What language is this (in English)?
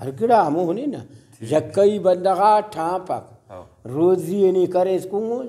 Brahui